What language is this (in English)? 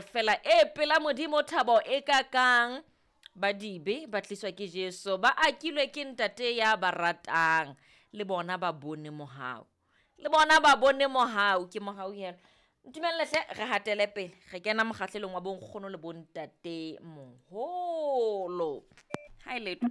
Southern Sotho